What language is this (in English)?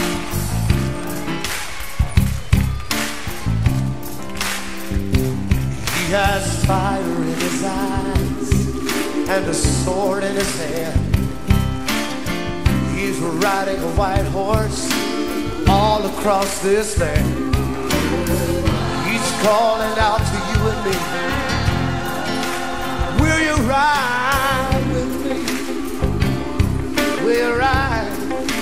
English